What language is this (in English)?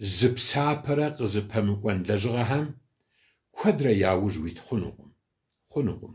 Kabardian